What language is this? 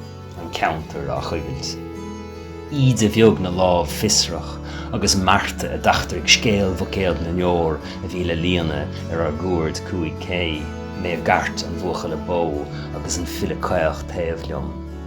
Irish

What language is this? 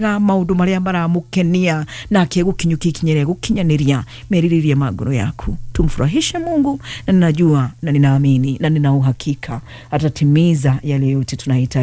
Kikuyu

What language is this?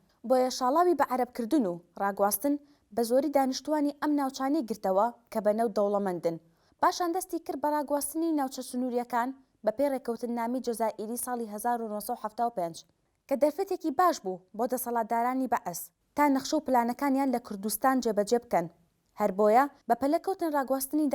Central Kurdish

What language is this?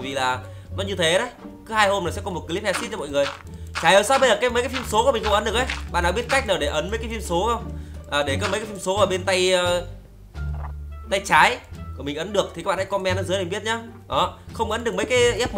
Vietnamese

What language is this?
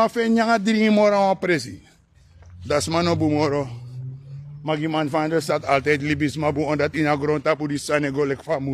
Sranan Tongo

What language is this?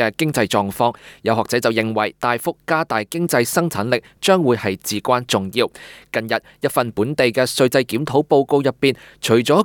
Cantonese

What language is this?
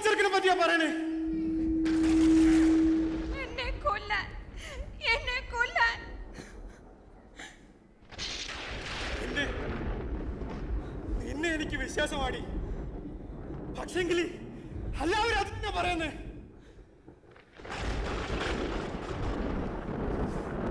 Malayalam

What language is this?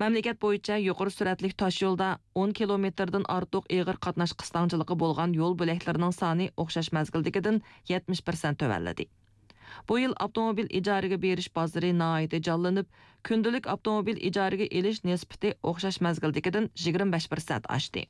Uyghur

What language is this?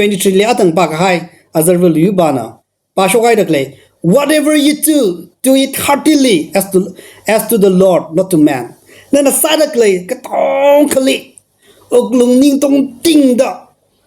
Tangkhul Naga (India)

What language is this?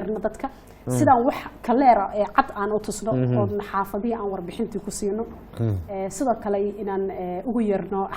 Somali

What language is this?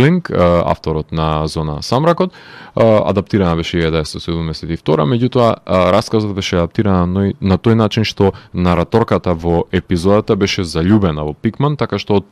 Macedonian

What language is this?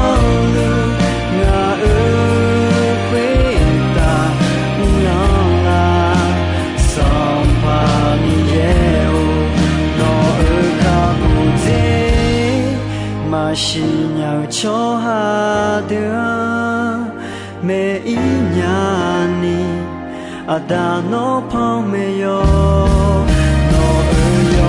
Akha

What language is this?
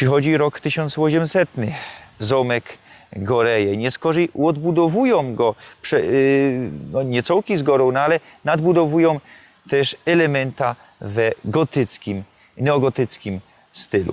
Silesian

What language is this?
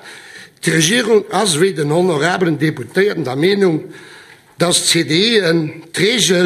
Luxembourgish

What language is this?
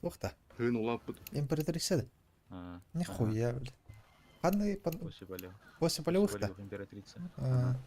Yakut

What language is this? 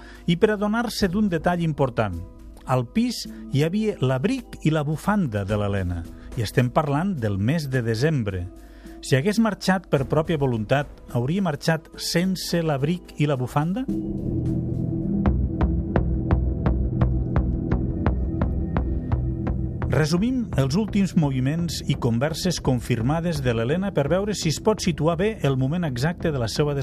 Catalan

